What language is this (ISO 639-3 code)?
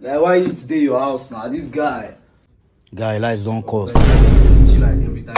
pcm